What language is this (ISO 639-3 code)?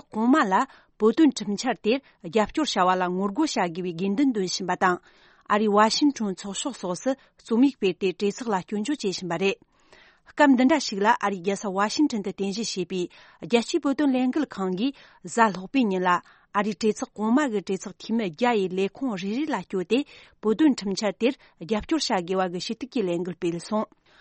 bod